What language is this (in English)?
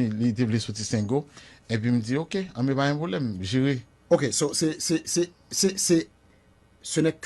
Haitian Creole